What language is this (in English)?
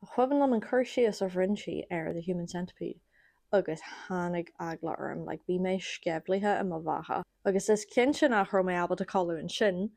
Irish